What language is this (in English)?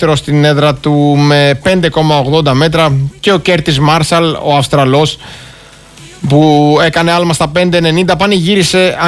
Greek